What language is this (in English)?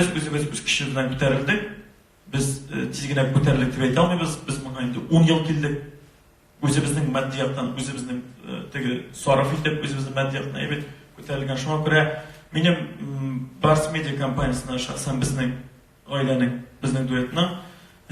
Tatar